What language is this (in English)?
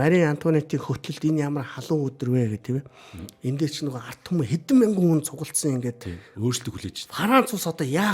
Mongolian